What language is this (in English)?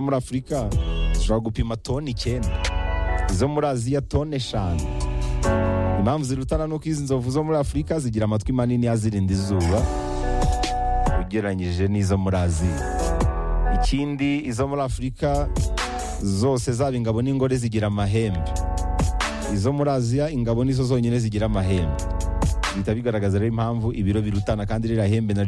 Kinyarwanda